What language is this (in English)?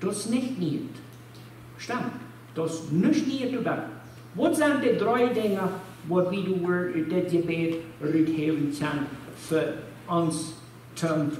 Plautdietsch